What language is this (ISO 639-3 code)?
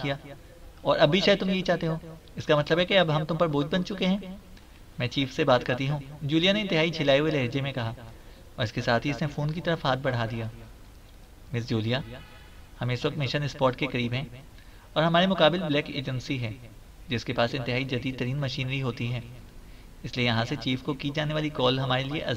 urd